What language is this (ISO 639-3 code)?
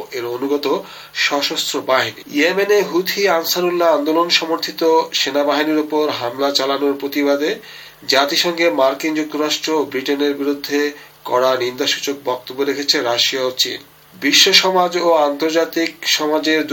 ben